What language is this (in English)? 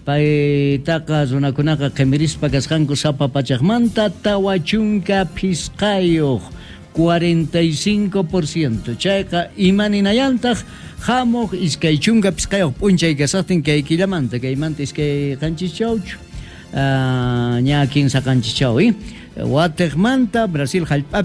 South Bolivian Quechua